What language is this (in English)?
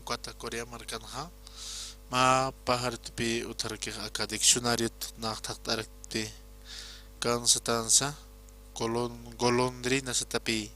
Aymara